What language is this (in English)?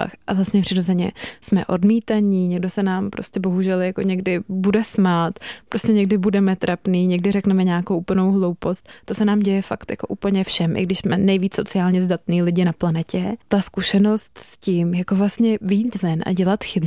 Czech